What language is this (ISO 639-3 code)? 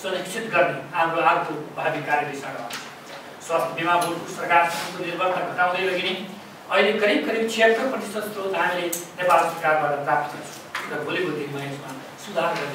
nep